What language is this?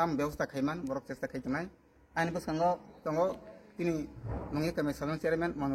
Kok Borok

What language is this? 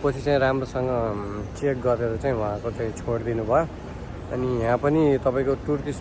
Nepali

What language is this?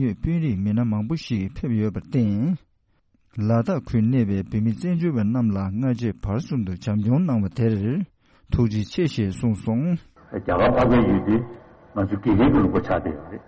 Tibetan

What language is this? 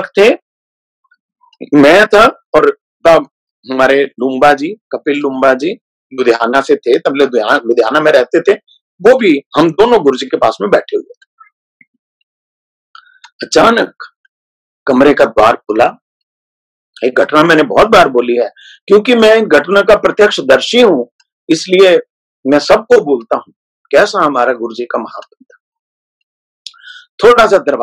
Hindi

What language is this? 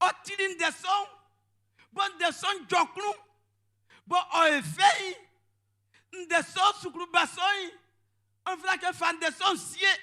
Baoulé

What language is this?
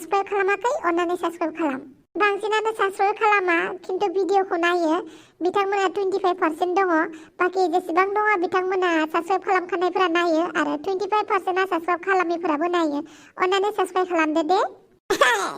Bodo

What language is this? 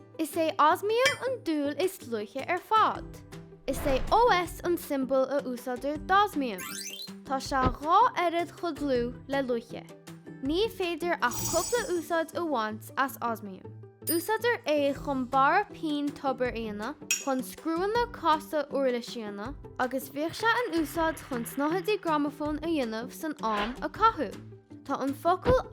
Irish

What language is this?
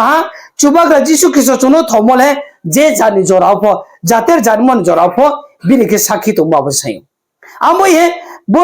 Riang (India)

